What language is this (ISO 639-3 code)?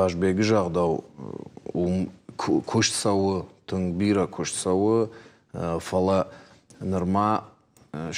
oss